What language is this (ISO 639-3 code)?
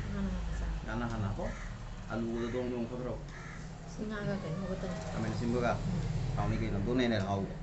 mni